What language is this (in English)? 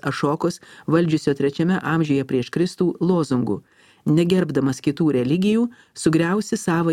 Lithuanian